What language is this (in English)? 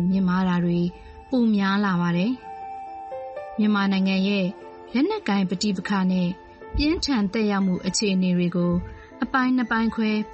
Burmese